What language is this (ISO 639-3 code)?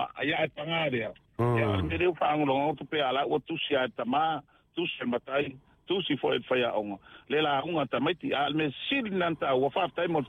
smo